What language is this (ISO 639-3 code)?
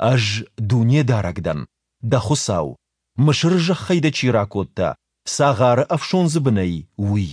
oss